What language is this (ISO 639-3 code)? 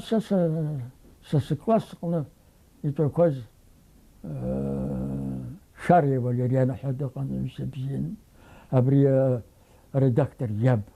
abk